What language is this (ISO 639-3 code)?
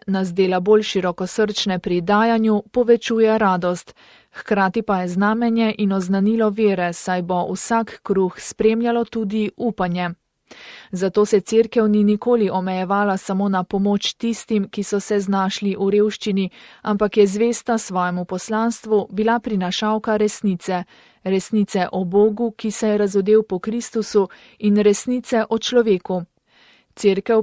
slv